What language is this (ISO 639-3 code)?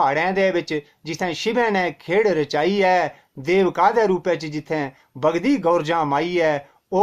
doi